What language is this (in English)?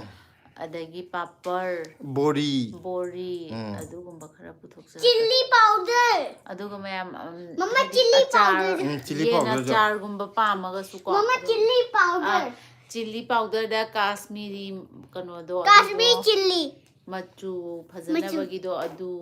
Manipuri